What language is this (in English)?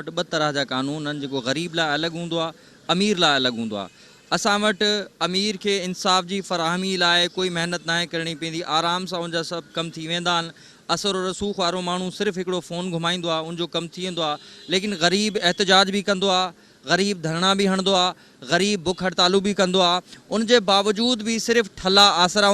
Sindhi